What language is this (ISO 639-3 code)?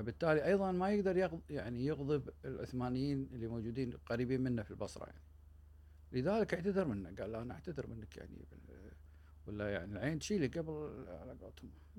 afb